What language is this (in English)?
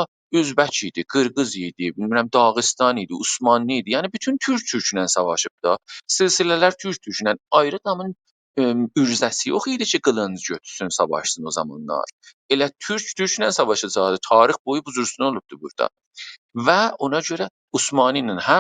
South Azerbaijani